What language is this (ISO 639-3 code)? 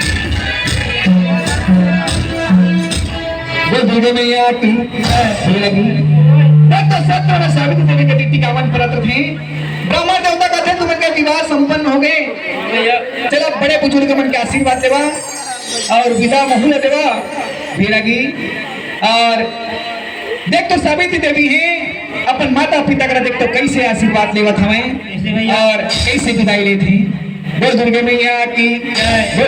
hne